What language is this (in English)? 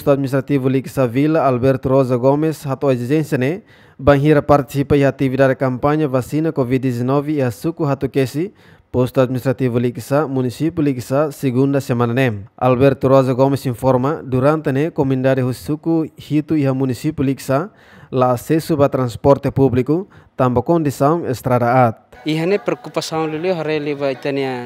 Tetum